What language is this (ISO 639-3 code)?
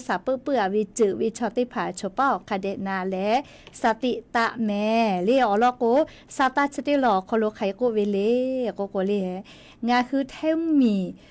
lhu